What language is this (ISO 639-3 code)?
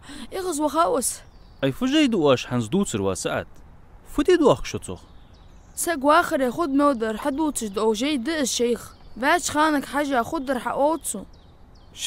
inh